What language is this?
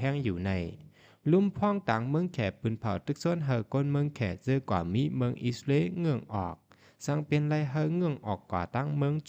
Shan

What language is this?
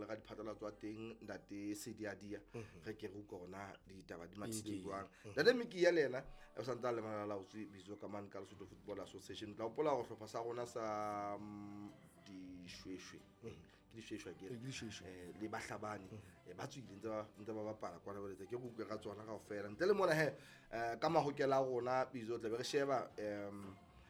Southern Sotho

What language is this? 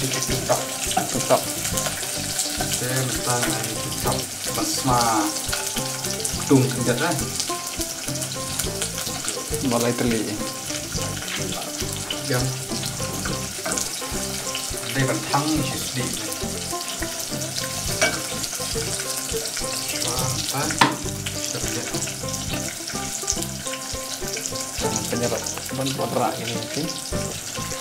Khasi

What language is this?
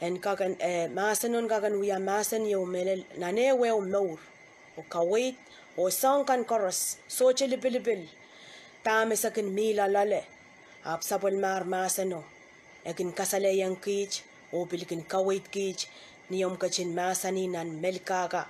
Pohnpeian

